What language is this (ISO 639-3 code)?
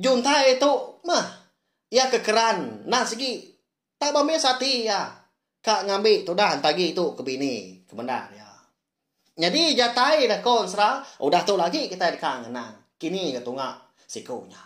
iba